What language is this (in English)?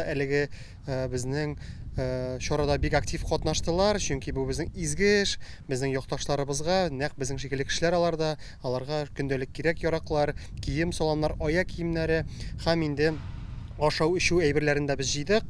Tatar